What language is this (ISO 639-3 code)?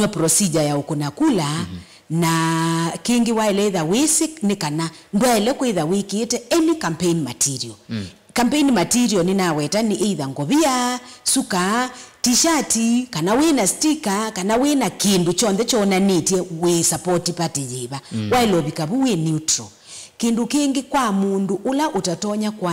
kam